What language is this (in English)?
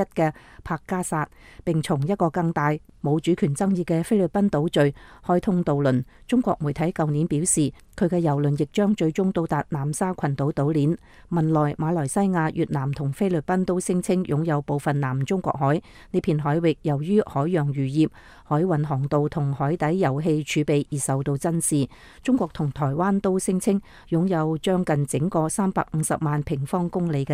Cantonese